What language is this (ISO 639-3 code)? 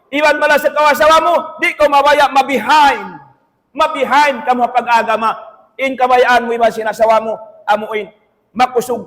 tsg